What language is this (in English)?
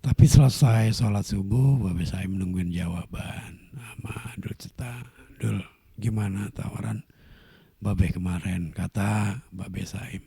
Betawi